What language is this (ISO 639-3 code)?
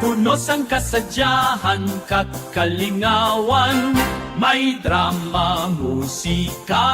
hil